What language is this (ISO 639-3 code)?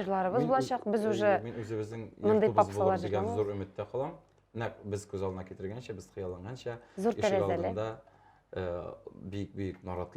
tat